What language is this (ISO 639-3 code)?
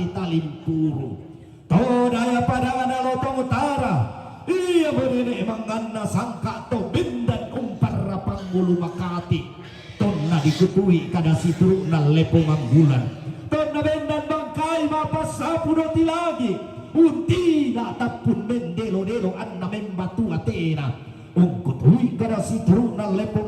sda